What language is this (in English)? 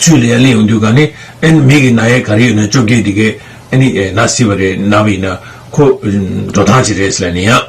Tibetan